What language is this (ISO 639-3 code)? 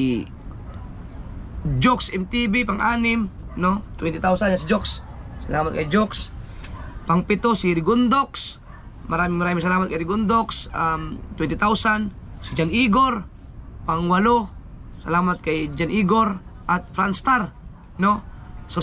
fil